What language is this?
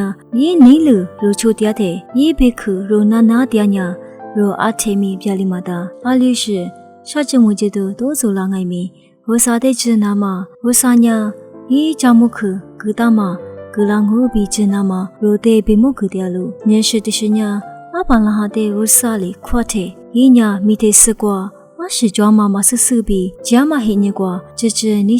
Lisu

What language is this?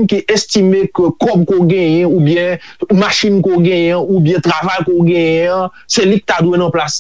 Haitian Creole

